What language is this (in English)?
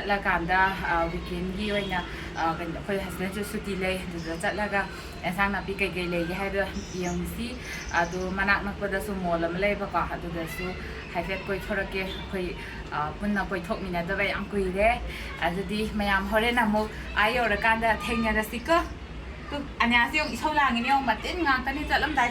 Manipuri